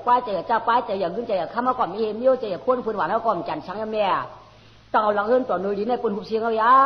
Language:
Shan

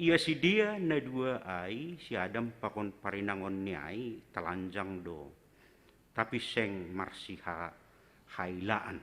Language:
Batak Simalungun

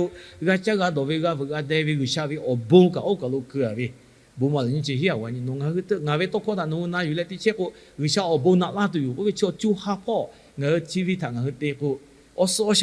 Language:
Lahu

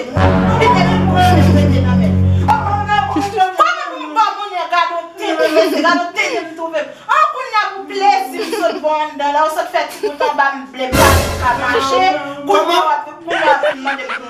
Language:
Haitian Creole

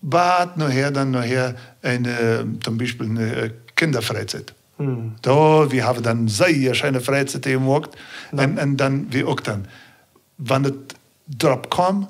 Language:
Plautdietsch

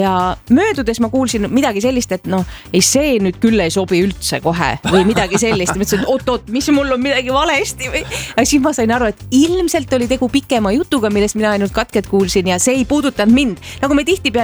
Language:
Estonian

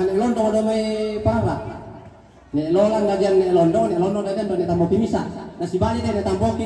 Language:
Toraja-Sa'dan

